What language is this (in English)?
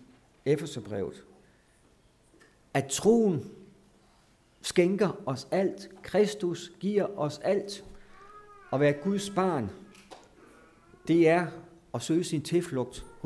Danish